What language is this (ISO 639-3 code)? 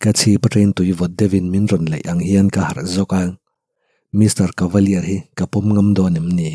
lus